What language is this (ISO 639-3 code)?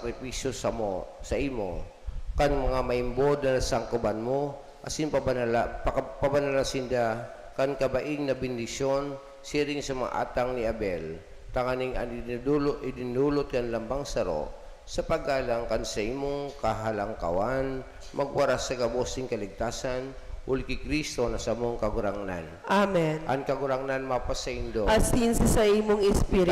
bik